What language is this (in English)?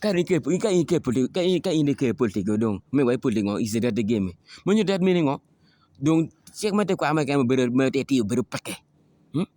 Acoli